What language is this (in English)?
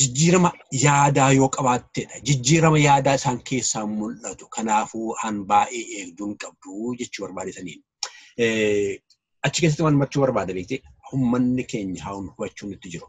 Oromo